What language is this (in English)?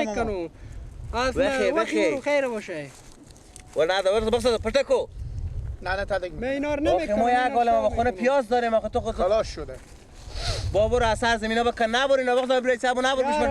Persian